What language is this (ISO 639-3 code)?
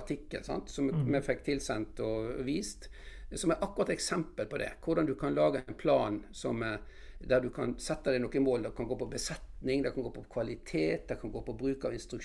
nor